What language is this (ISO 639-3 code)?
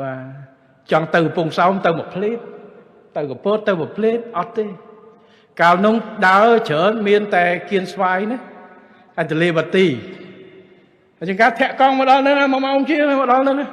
khm